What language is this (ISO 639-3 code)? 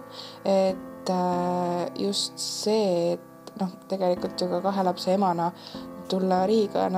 est